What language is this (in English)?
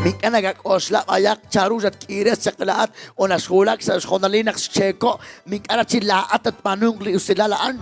Kekchí